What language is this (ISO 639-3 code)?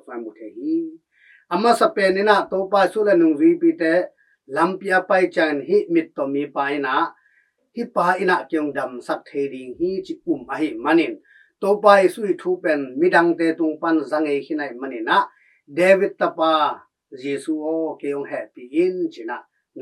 ctd